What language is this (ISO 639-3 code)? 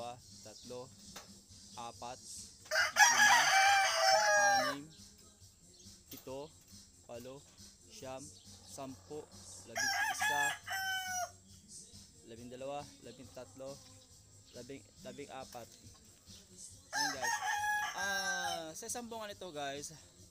fil